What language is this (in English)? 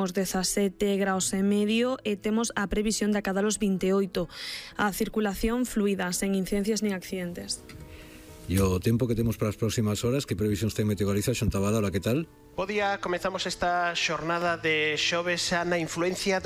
Galician